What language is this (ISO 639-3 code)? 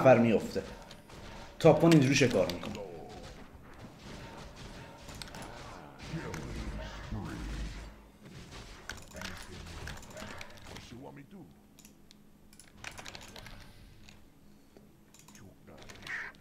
fas